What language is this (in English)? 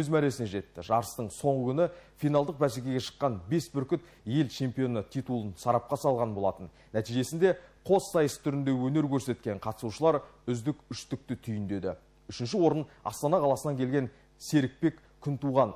Kazakh